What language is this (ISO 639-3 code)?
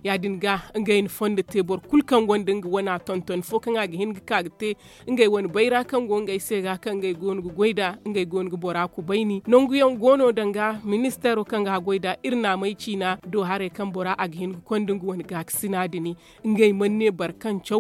dje